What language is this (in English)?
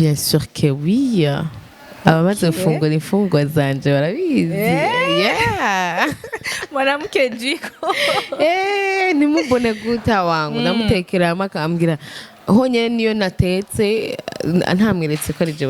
Rundi